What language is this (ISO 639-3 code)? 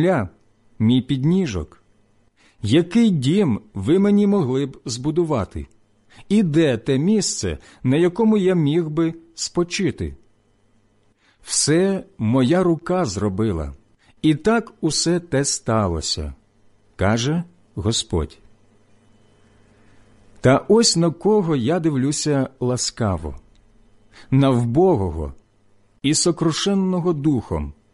ukr